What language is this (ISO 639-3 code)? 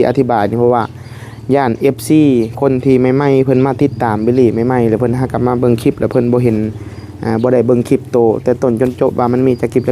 tts